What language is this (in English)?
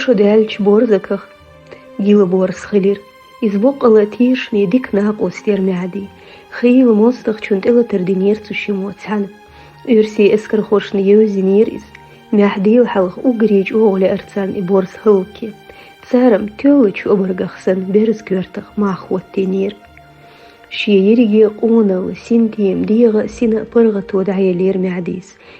Chechen